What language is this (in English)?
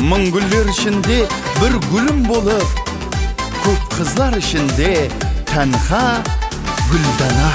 Kara-Kalpak